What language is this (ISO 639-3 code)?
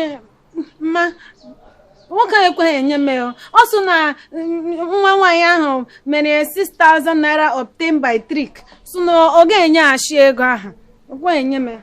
ibo